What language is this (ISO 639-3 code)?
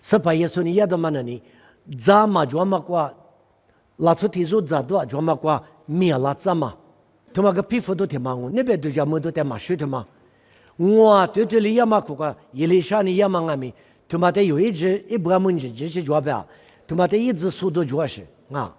lis